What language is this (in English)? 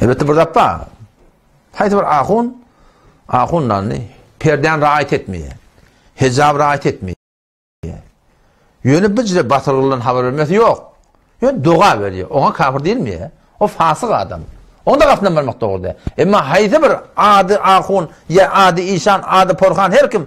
Turkmen